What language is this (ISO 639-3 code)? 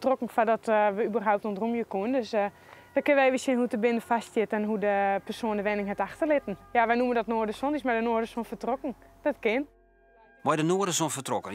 fry